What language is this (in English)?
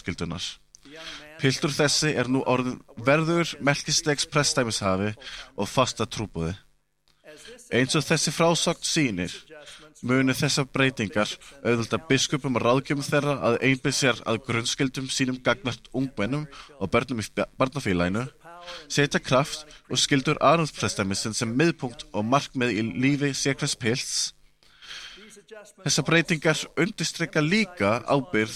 Icelandic